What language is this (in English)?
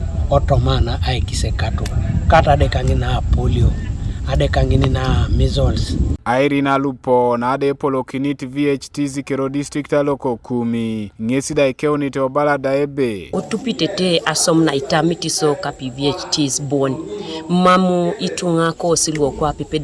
Teso